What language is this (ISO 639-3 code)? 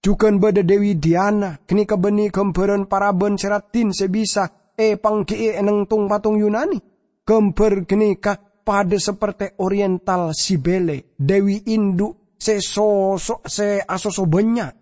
mad